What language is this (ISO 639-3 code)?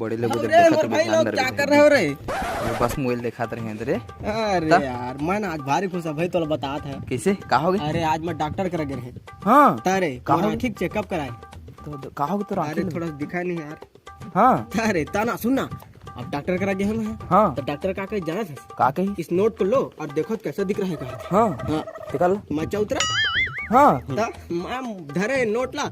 hne